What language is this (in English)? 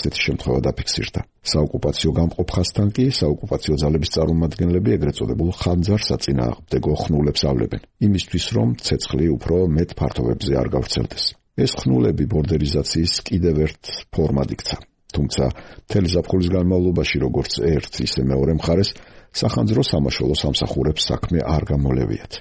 Georgian